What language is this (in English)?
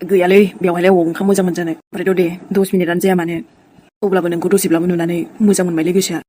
Bodo